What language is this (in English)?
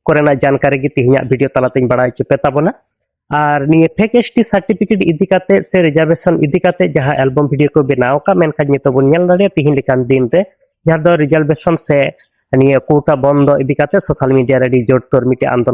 Santali